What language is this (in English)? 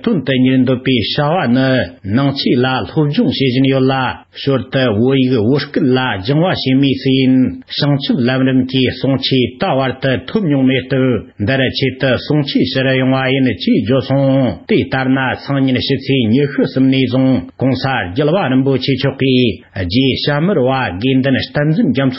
Tibetan